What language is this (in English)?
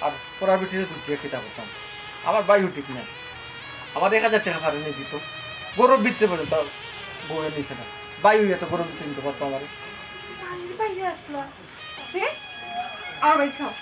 Sylheti